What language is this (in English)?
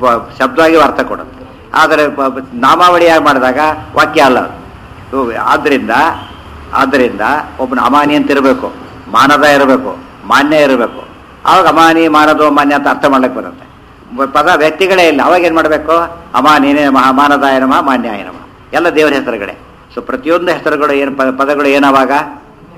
Kannada